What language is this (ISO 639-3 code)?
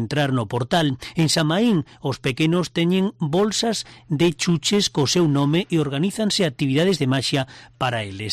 glg